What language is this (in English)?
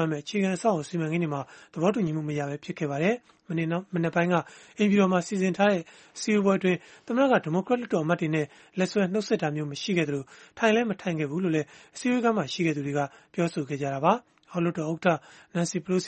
Burmese